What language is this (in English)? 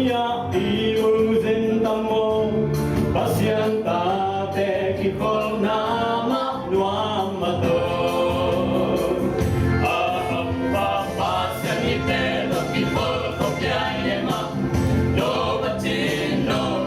Tedim Chin